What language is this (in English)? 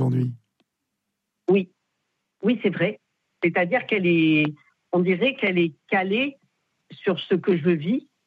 French